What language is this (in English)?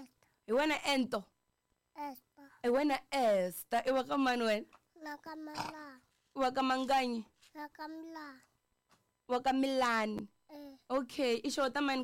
Tsonga